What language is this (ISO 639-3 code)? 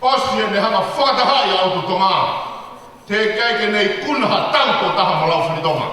ton